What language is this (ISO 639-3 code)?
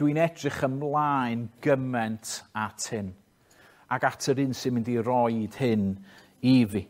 cym